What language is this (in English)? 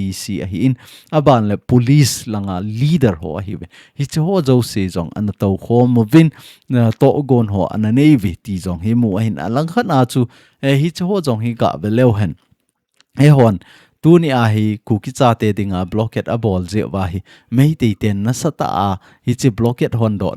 Thado Chin